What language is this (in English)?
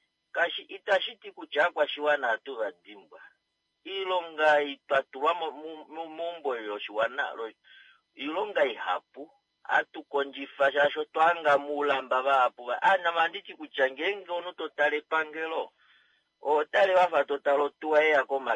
Kuanyama